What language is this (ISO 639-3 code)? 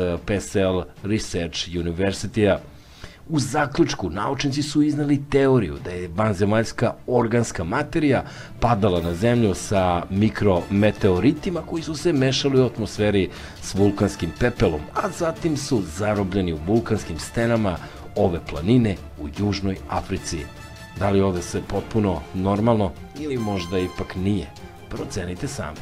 srp